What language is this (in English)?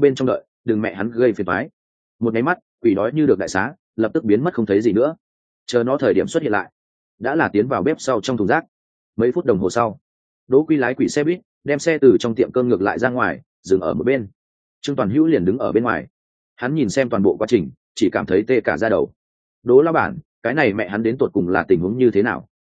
Vietnamese